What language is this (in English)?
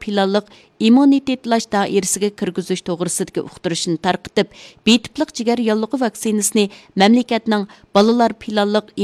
Uyghur